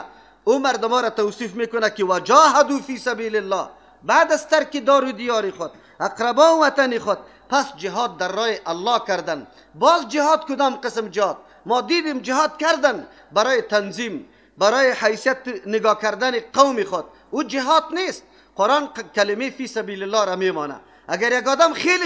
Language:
Persian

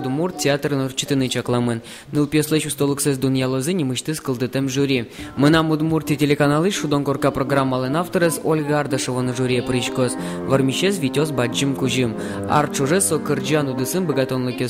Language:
Udmurt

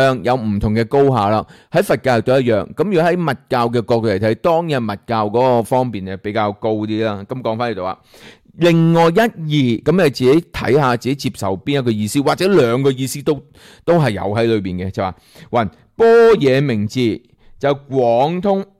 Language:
Cantonese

